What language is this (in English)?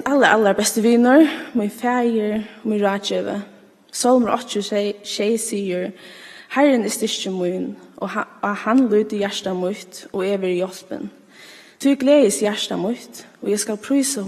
Faroese